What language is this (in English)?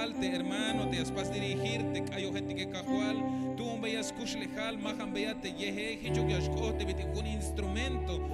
Tzeltal